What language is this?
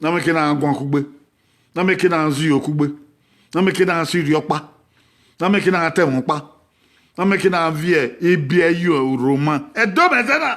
Bini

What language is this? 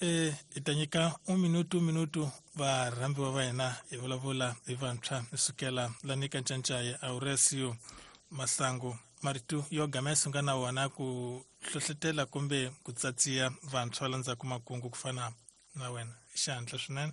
Tsonga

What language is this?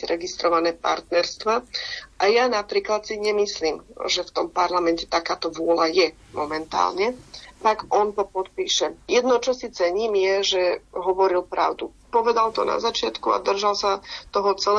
Slovak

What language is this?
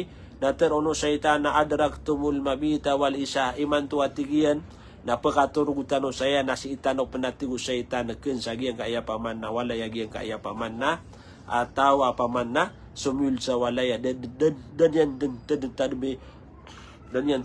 Maranao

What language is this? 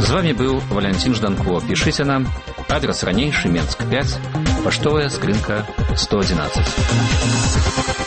Belarusian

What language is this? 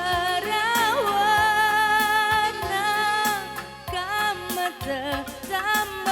Batak Karo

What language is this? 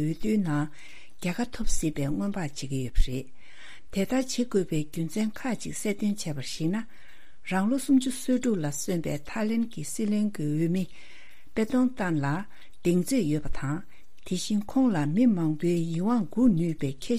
Tibetan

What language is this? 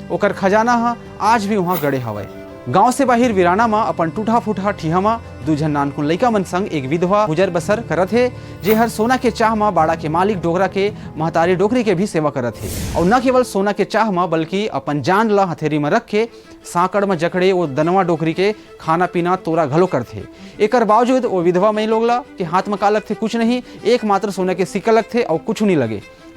Chhattisgarhi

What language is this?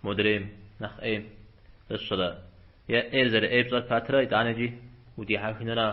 Kabardian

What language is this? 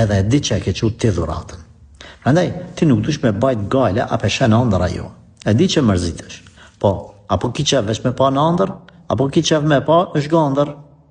Albanian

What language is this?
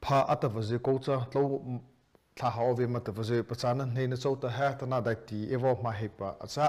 Mara Chin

